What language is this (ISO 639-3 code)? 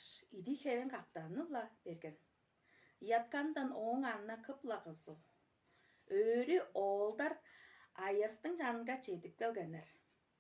tyv